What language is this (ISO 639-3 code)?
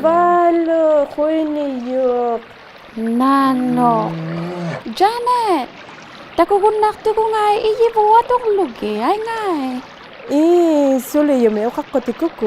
iku